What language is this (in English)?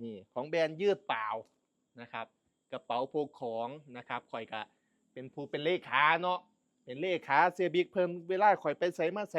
Northeastern Thai